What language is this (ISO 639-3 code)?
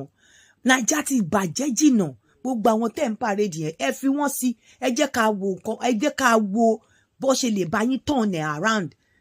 yor